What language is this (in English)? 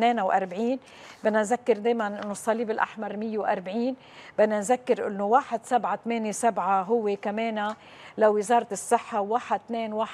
North Levantine Arabic